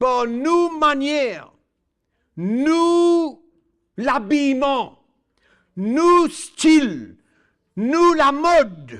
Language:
Morisyen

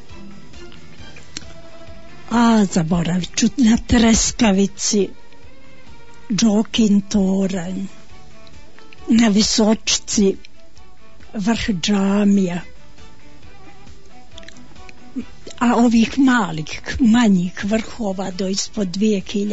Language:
Bosnian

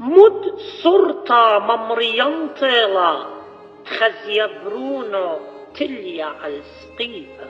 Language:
Assyrian Neo-Aramaic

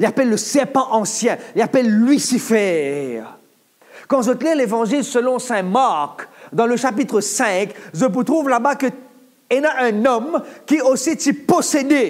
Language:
Morisyen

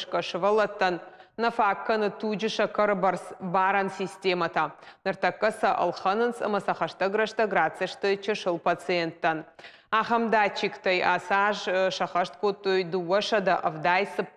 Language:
Ossetic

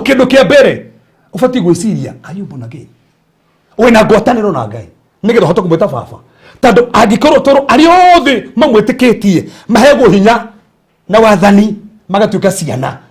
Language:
Kikuyu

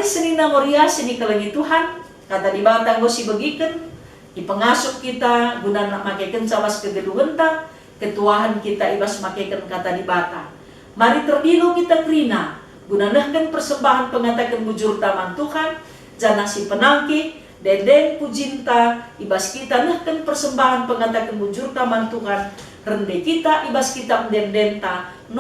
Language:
Batak Karo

